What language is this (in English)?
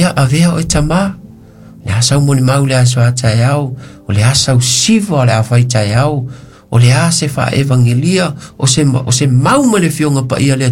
Samoan